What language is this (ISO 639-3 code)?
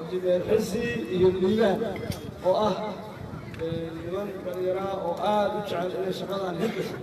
som